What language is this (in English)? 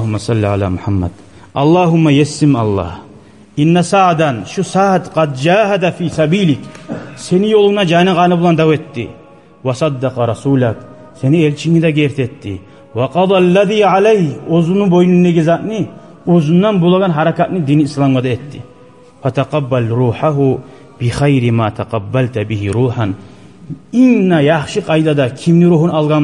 Kumyk